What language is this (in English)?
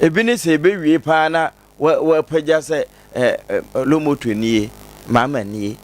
Akan